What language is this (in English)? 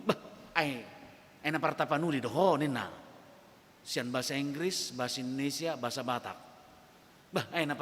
Batak Toba